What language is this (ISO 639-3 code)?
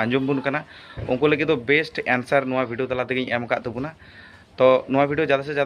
sat